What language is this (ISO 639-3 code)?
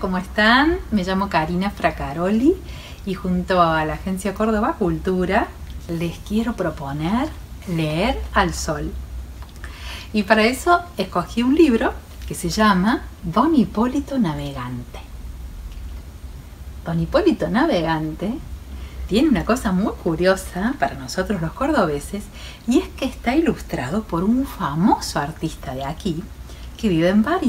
spa